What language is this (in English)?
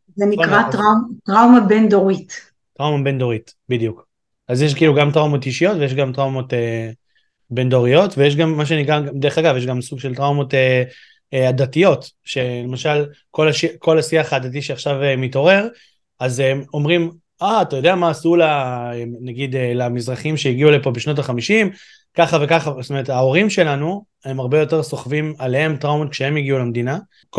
Hebrew